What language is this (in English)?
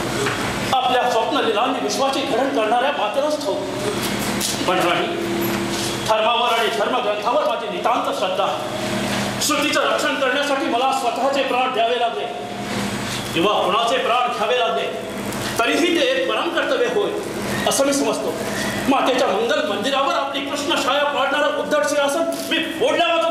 Marathi